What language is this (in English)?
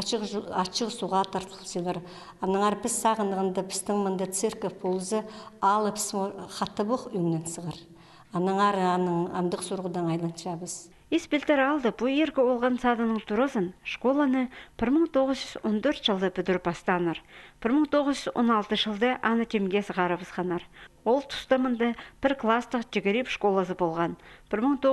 Khakas